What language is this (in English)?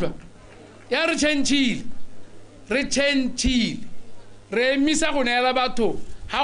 Tswana